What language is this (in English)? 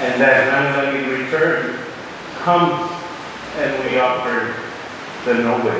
Pohnpeian